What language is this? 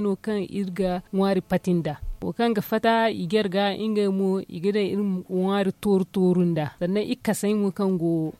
Zarma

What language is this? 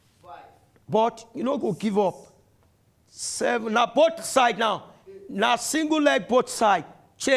Nigerian Pidgin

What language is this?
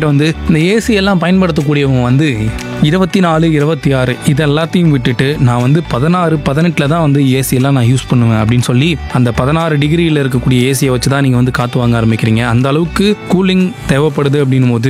Tamil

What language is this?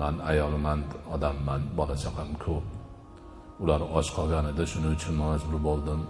Uzbek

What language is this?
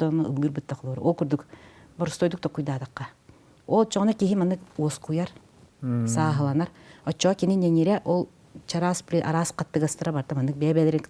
Yakut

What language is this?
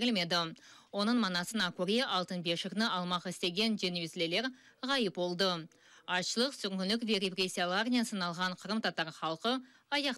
Crimean Tatar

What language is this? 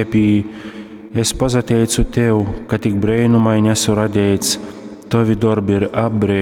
Latgalian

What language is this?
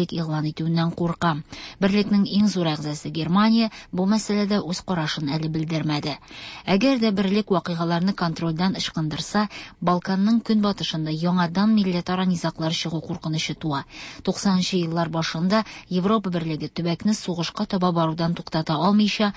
Tatar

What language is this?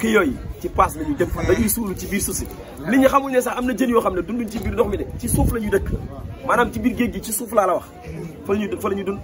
Wolof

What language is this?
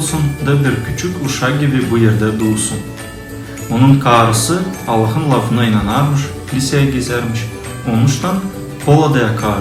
Gagauz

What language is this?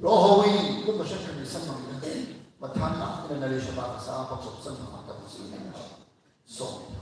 Tangkhul Naga (India)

